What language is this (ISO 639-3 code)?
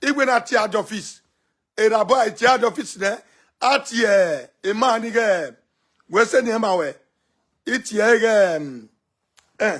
pcm